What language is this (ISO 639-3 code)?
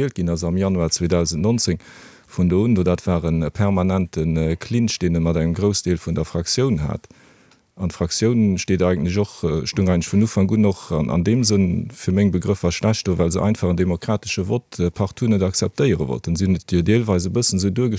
ltz